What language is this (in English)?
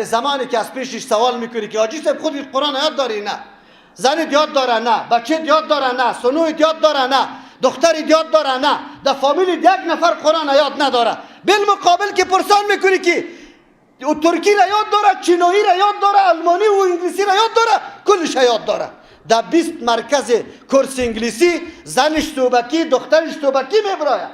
Persian